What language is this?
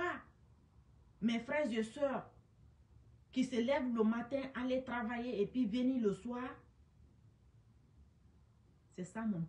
French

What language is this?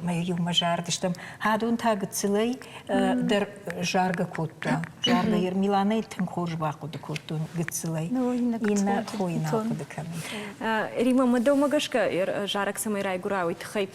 Ossetic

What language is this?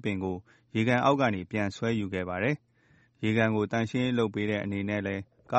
Burmese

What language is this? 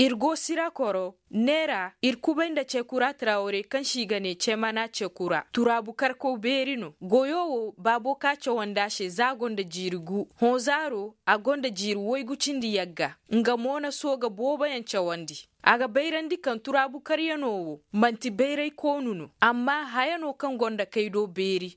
Koyraboro Senni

